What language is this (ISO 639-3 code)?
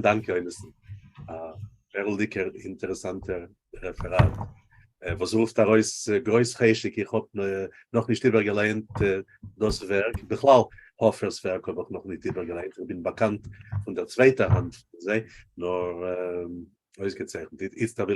yid